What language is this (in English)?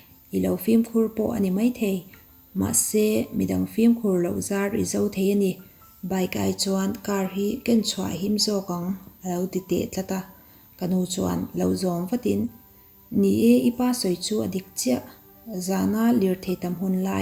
Mizo